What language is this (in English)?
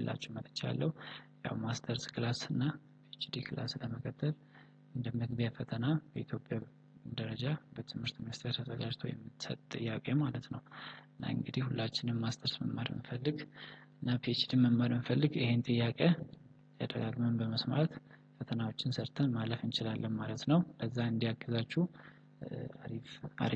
Amharic